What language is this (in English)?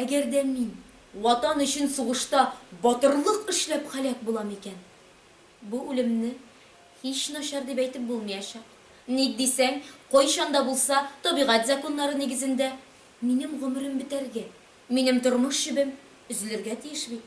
Tatar